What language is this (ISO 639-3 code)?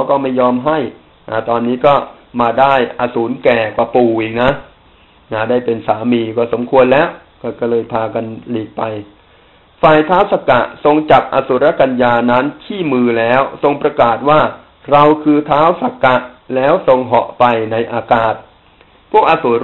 tha